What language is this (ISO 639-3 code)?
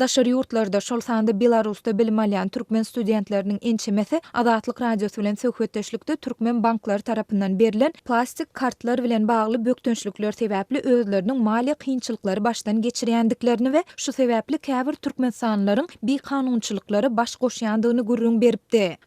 tuk